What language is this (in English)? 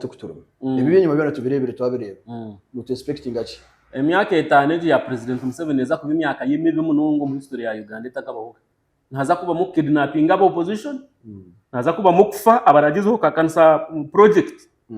Nyankole